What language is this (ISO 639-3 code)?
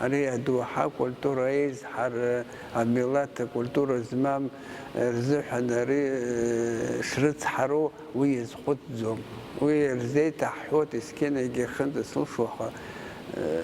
abk